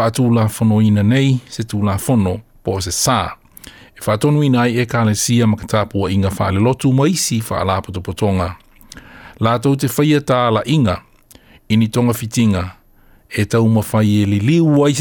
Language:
Samoan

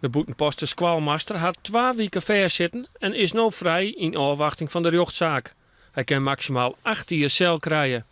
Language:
Western Frisian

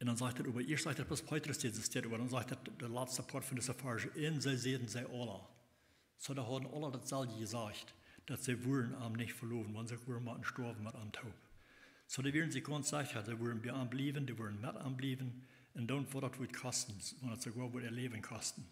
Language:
Plautdietsch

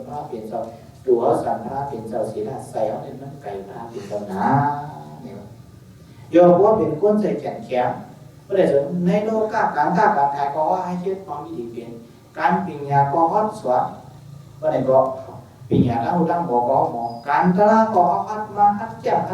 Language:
Shan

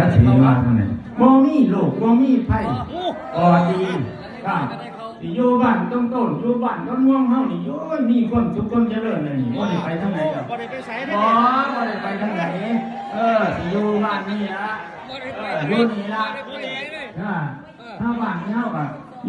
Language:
Northeastern Thai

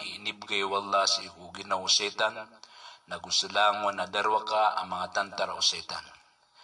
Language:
Maranao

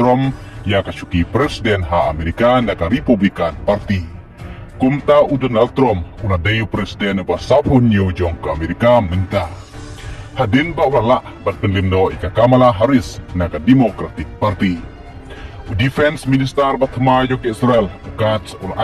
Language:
Khasi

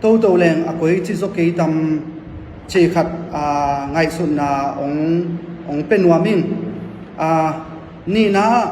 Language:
Tedim Chin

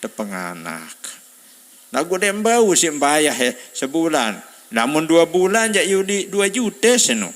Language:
Sasak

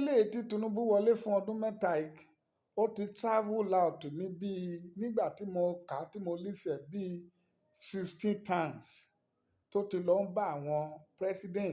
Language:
Yoruba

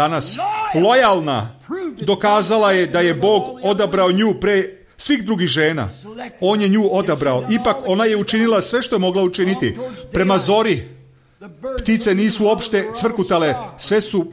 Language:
Serbian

